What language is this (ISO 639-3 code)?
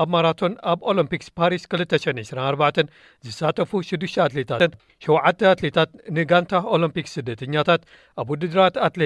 tir